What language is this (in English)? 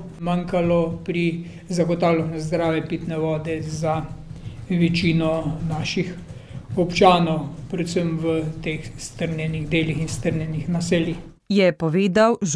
Slovenian